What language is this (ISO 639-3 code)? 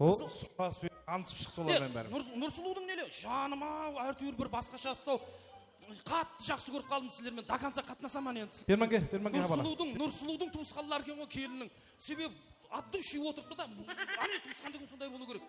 kaa